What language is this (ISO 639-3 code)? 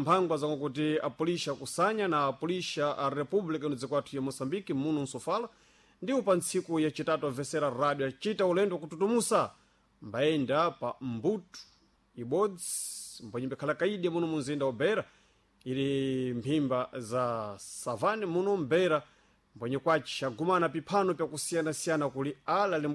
seh